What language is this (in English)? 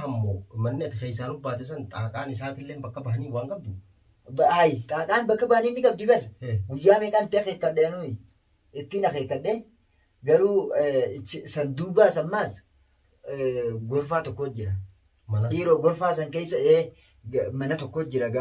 Oromo